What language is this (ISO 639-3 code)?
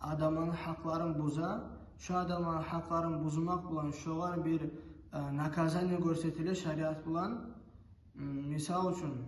kum